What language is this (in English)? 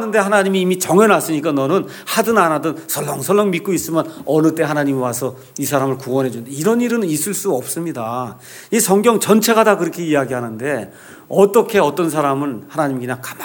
Korean